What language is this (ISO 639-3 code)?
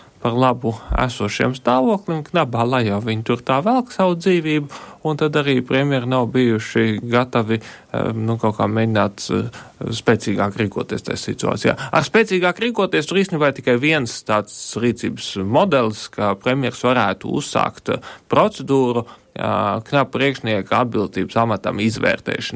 lav